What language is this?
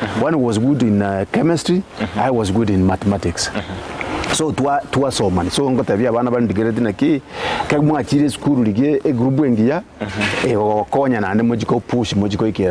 Gusii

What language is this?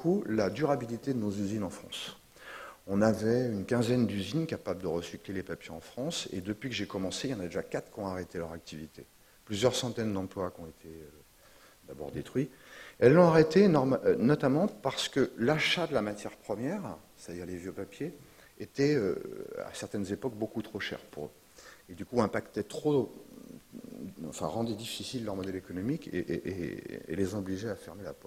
French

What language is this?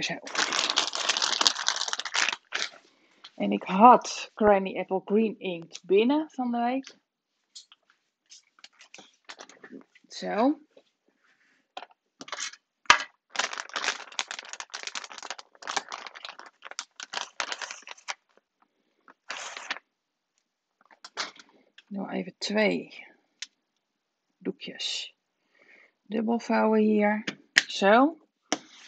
Dutch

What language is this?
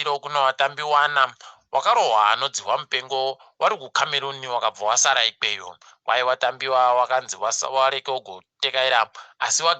Ndau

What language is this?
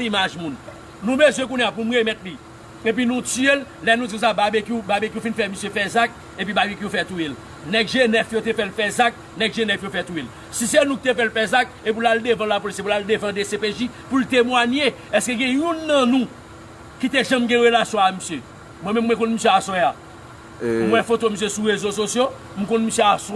Haitian Creole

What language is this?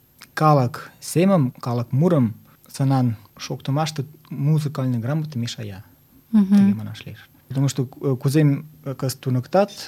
Mari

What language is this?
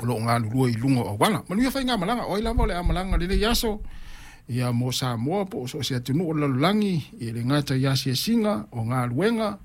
Samoan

